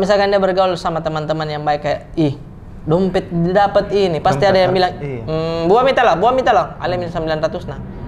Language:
Makassar Malay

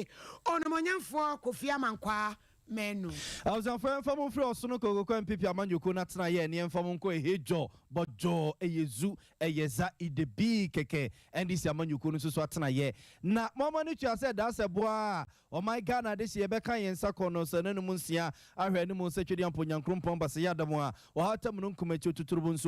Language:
Akan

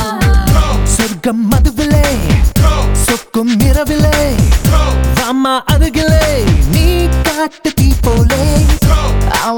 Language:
Tamil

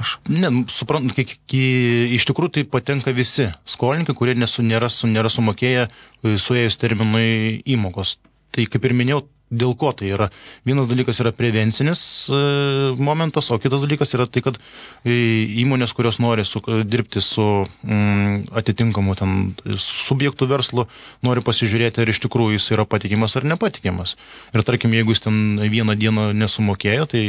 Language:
Lithuanian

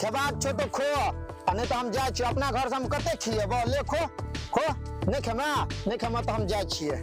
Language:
Maithili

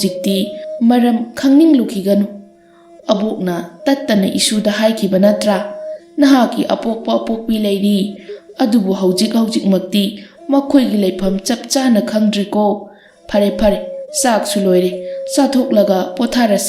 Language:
Manipuri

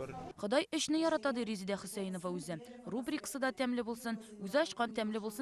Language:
Tatar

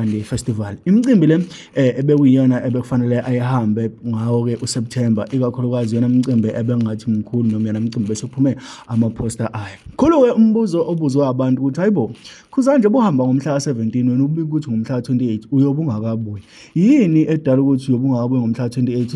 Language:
Zulu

